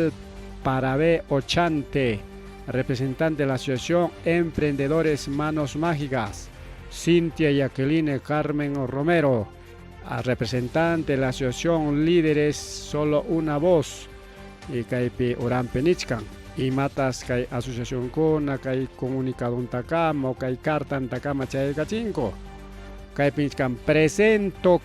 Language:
Ayacucho Quechua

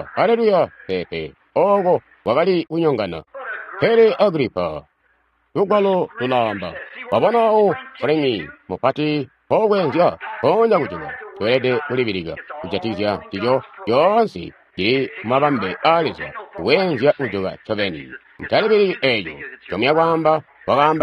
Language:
Tonga (Zambia)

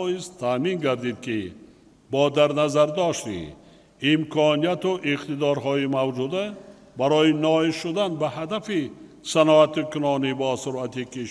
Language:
Tajik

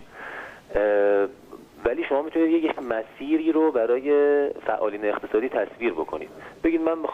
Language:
Persian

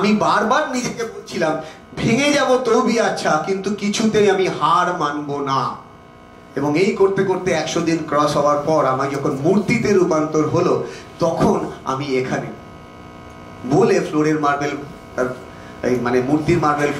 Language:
Bangla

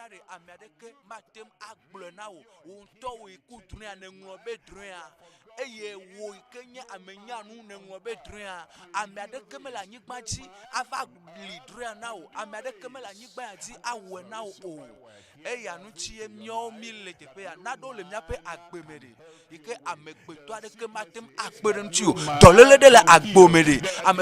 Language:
Ewe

